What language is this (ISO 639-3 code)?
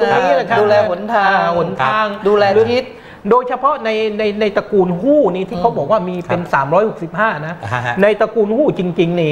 tha